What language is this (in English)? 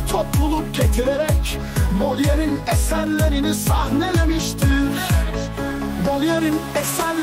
Turkish